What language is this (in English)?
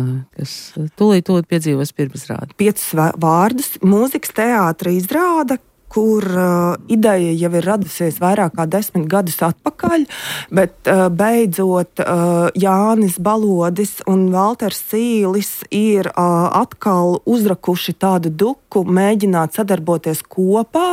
Latvian